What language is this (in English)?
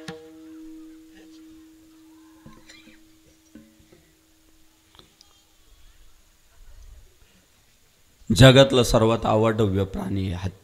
Marathi